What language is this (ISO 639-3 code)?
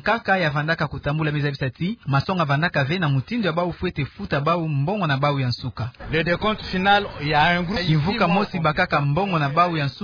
ktu